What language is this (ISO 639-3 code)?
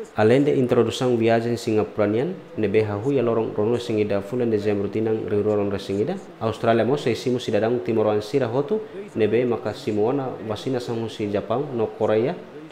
tet